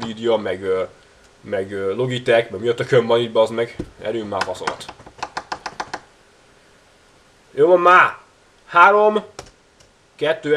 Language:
Hungarian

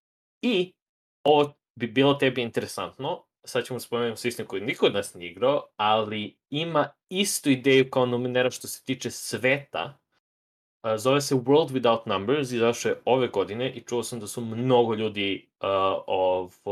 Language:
Serbian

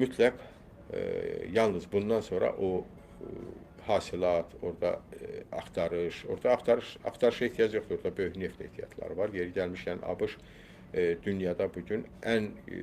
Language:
Azerbaijani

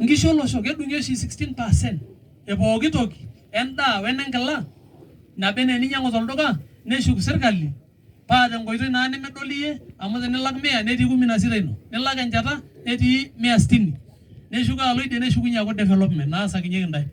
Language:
Masai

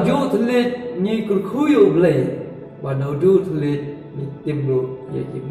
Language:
Khasi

